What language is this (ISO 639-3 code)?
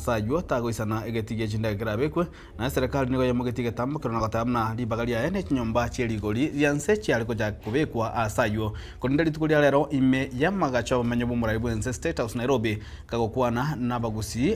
guz